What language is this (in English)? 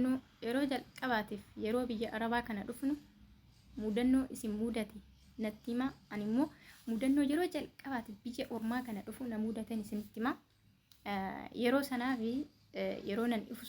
Oromo